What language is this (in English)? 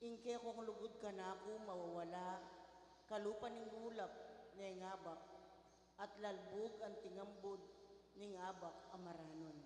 Pampanga